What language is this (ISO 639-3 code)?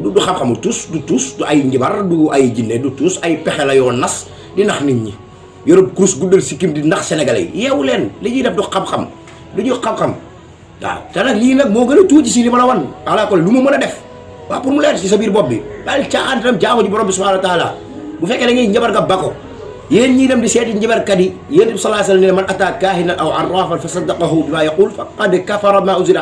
wol